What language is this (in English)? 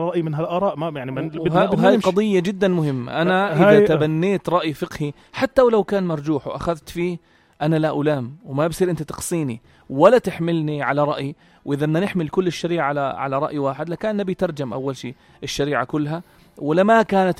North Levantine Arabic